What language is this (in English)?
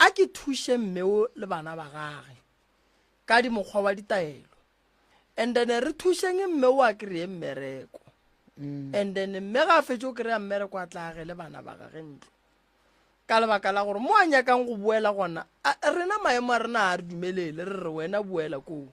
Northern Sotho